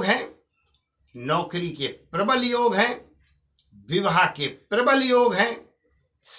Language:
Hindi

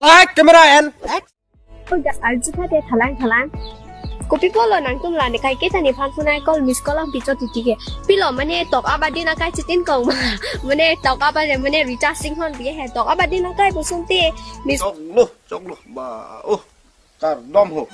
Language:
Karbi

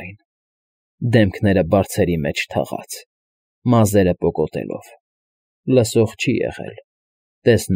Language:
Armenian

